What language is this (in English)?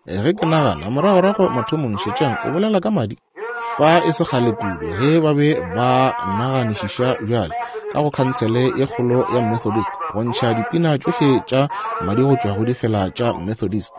Northern Sotho